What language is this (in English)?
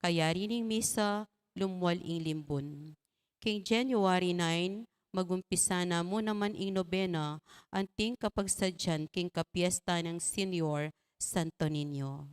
Pampanga